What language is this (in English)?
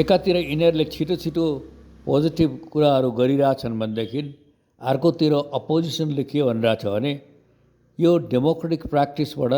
Nepali